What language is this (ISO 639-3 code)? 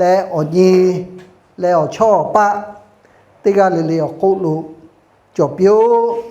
lhu